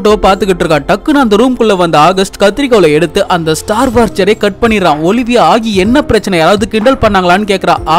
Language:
Tamil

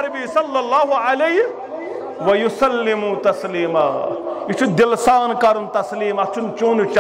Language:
Kashmiri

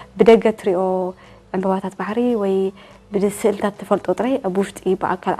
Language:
Tigrinya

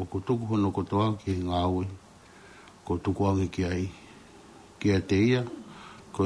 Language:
Tongan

